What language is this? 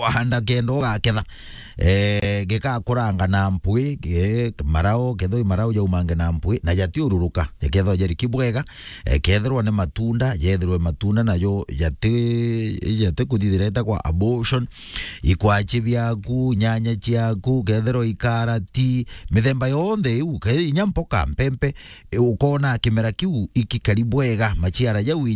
Meru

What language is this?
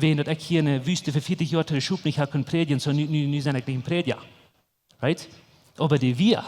Plautdietsch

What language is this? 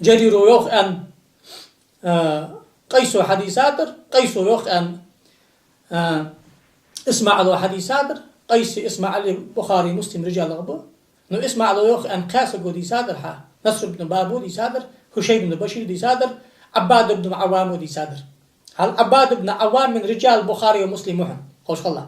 Ingush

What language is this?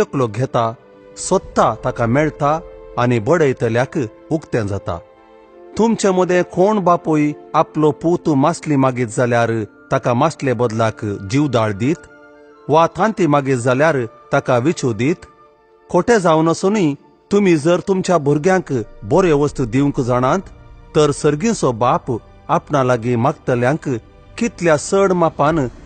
Konkani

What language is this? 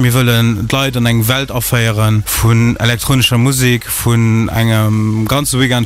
Luxembourgish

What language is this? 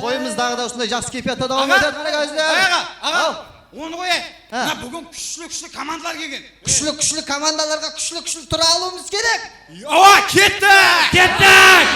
Kara-Kalpak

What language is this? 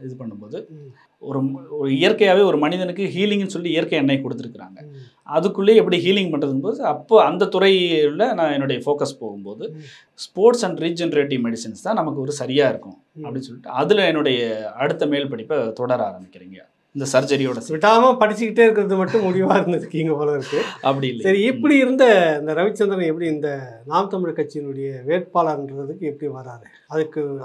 Tamil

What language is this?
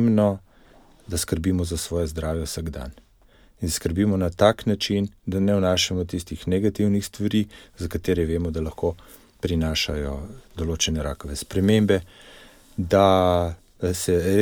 Slovenian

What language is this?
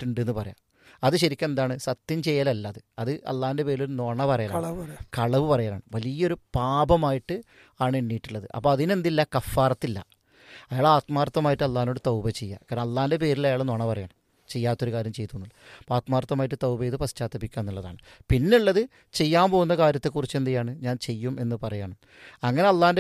Malayalam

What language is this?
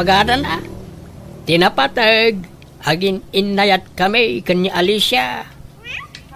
Iloko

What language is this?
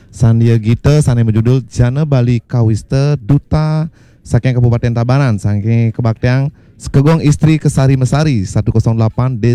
Balinese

